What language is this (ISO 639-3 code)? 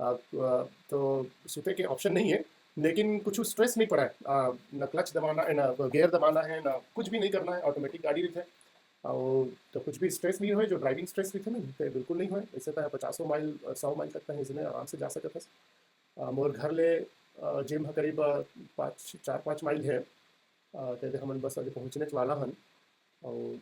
hne